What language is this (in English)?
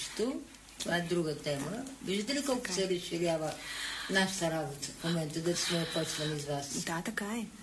Bulgarian